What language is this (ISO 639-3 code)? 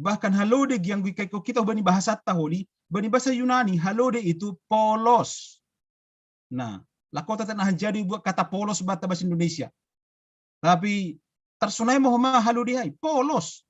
bts